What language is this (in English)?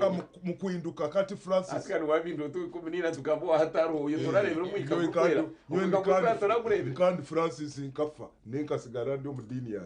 Nyankole